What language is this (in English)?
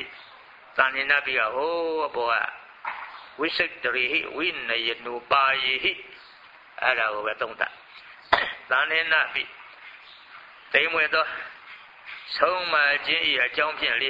Burmese